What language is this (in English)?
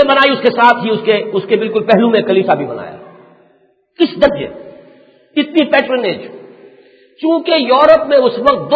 Urdu